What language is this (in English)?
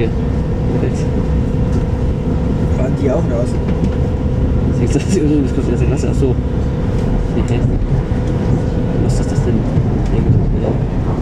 German